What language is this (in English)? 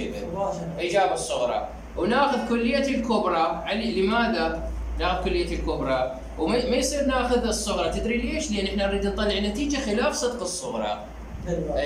Mesopotamian Arabic